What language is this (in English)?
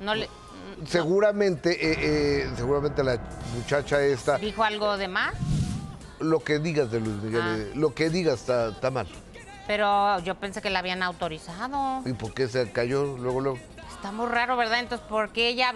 Spanish